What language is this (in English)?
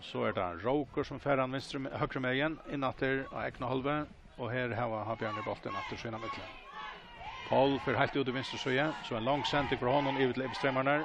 Faroese